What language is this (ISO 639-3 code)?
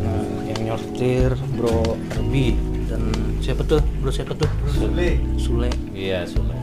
bjn